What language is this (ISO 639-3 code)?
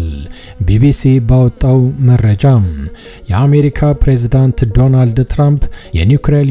amh